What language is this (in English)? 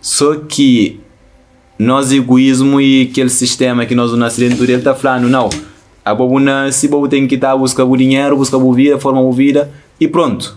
Kabuverdianu